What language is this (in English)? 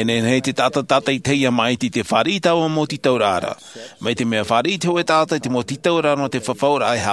Tahitian